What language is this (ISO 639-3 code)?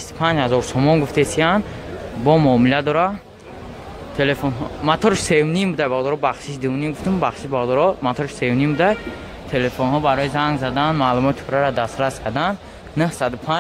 tgk